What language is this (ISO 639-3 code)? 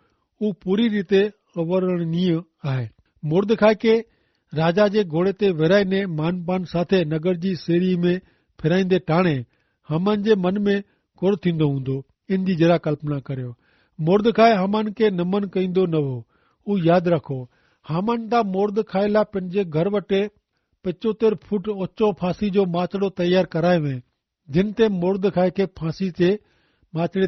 kfr